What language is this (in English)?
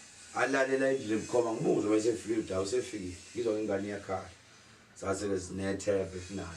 Zulu